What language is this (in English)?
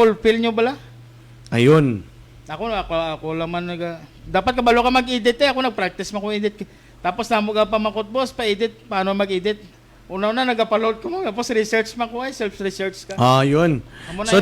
Hiligaynon